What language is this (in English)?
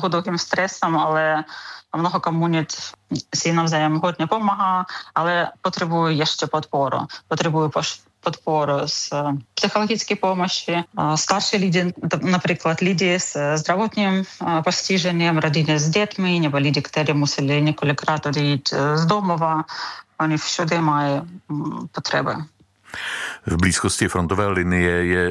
Czech